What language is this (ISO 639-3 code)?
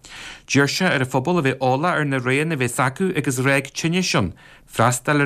gle